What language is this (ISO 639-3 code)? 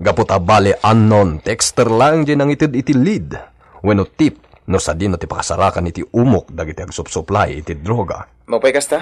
ilo